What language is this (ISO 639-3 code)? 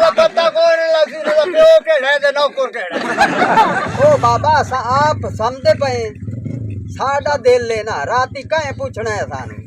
skr